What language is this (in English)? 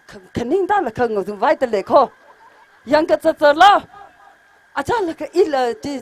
Tangkhul Naga (India)